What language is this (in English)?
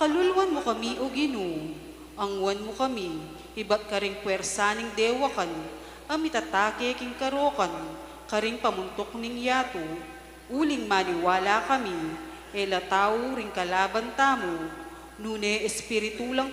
Pampanga